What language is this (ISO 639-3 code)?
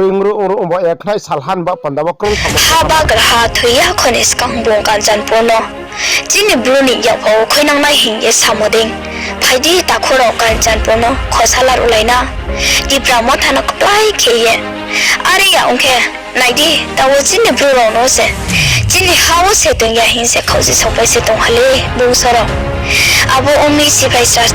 ria